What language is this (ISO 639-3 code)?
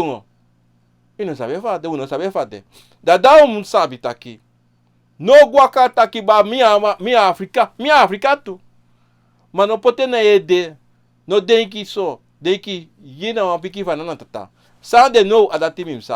srn